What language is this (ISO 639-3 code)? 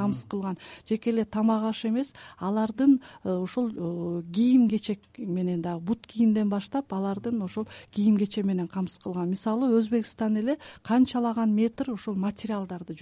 kir